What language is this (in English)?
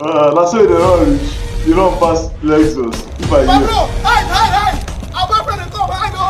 Nigerian Pidgin